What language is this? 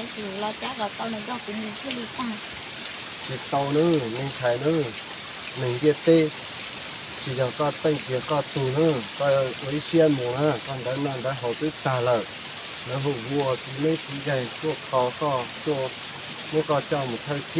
Hmong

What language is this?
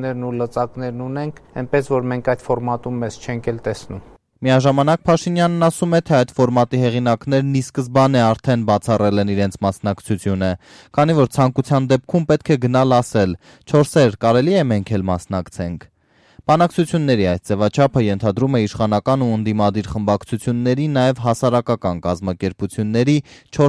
Armenian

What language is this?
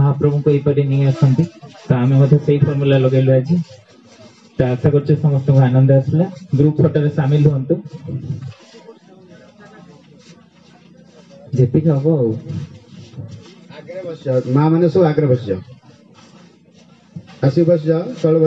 Odia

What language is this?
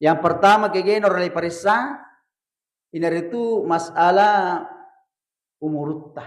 Buginese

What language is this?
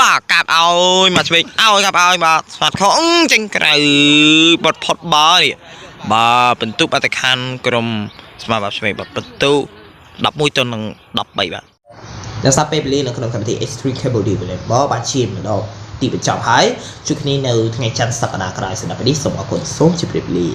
Khmer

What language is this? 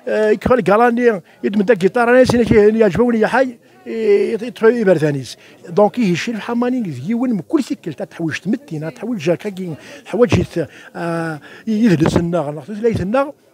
Kabyle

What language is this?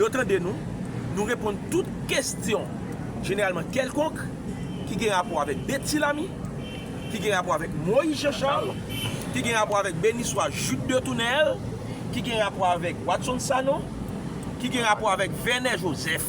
Haitian Creole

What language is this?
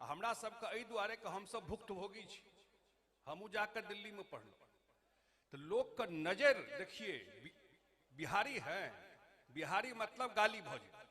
Maithili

